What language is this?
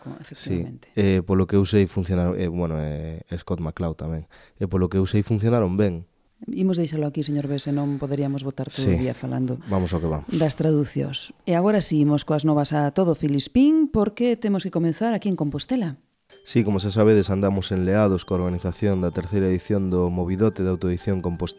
Galician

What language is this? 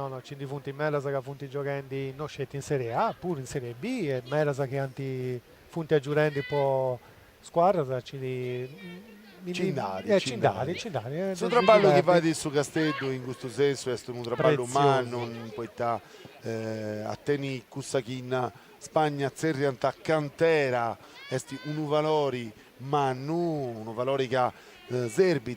Sardinian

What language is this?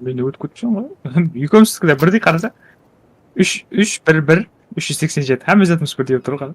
Kara-Kalpak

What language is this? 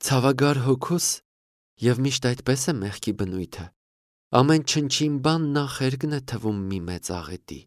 Armenian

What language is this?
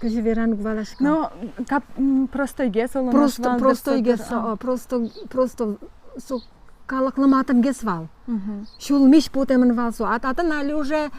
Udmurt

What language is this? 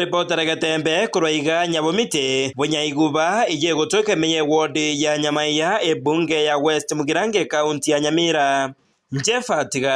Gusii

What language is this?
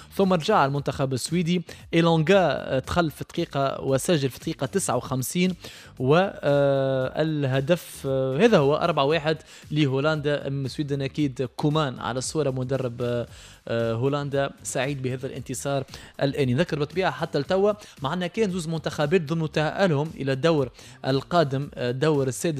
Tunisian Arabic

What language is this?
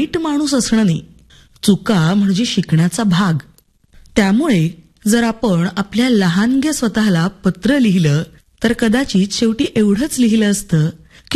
Marathi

